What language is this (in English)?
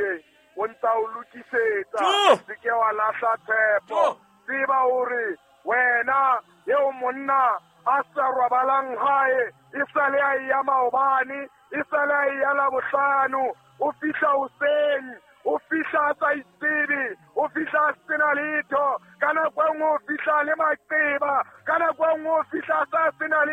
Southern Sotho